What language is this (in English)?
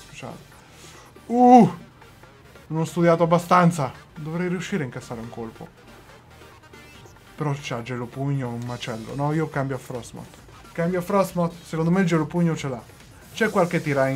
Italian